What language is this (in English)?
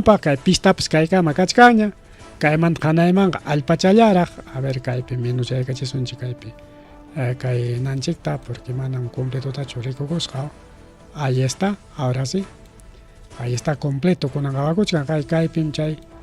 Ayacucho Quechua